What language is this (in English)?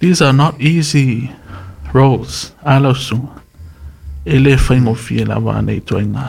Samoan